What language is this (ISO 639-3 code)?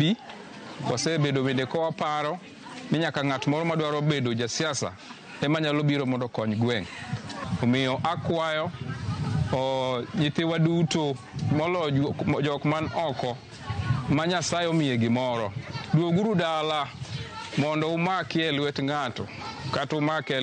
luo